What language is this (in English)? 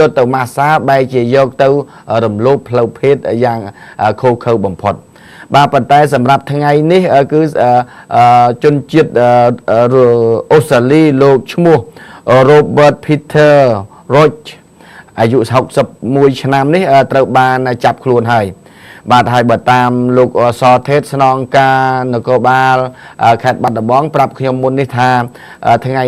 Khmer